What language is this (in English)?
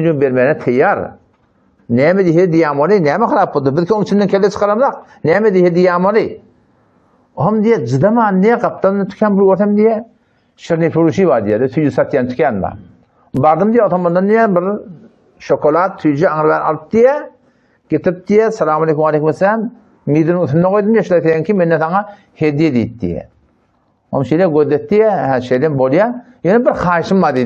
Turkmen